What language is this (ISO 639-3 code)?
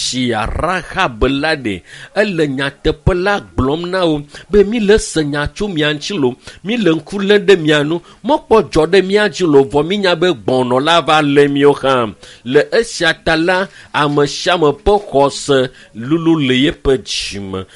ewe